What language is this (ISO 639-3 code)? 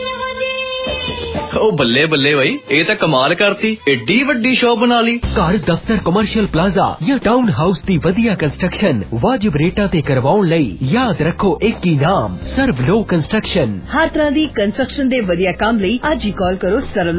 pan